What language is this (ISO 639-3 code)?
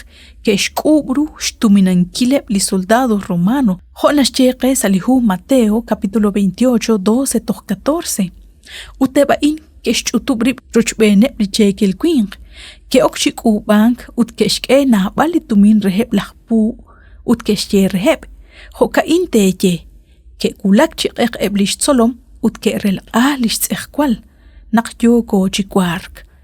kek